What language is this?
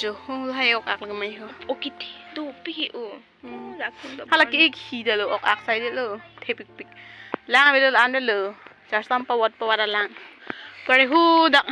Karbi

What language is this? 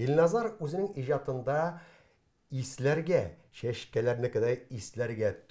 Tatar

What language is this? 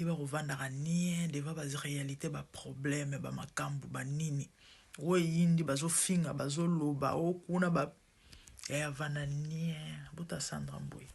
Lingala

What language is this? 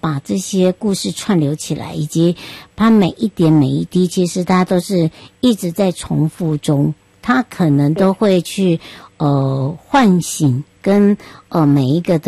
Chinese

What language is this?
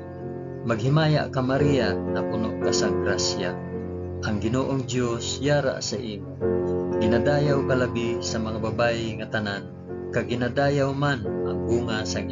Hiligaynon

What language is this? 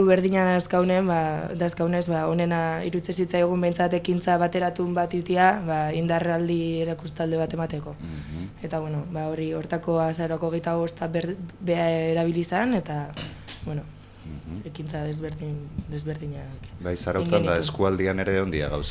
Basque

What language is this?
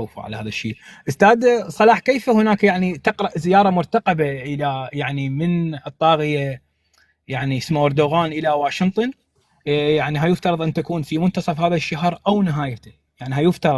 North Levantine Arabic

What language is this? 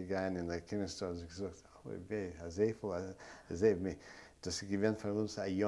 Yiddish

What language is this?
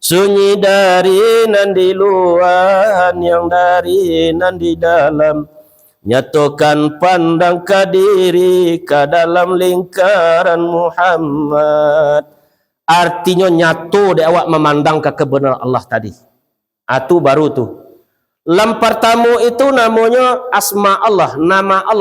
Minangkabau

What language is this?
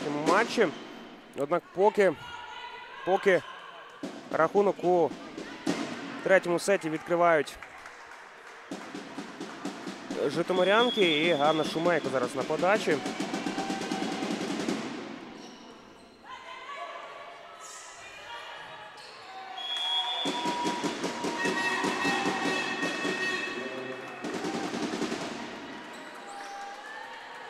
Ukrainian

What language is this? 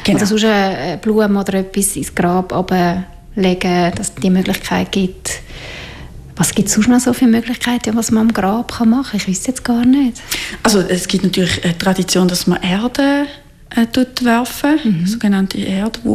German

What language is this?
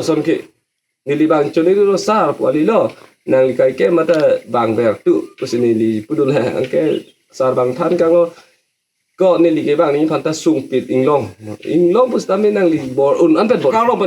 Karbi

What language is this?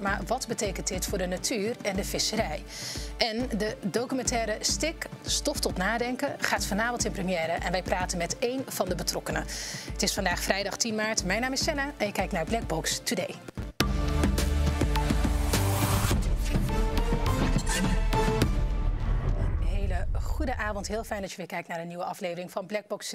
Dutch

